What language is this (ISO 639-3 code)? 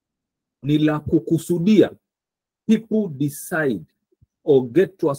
swa